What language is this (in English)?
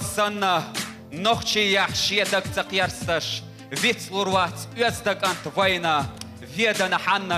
Chechen